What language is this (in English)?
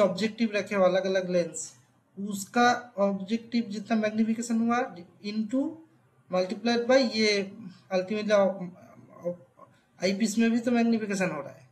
Hindi